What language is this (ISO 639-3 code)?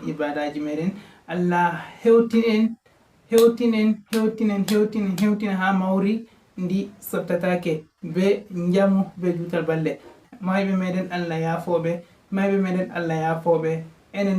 ful